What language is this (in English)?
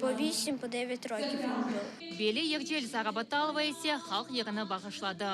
Crimean Tatar